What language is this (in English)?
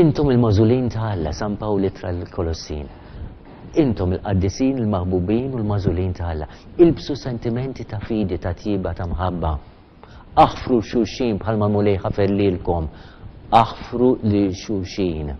Maltese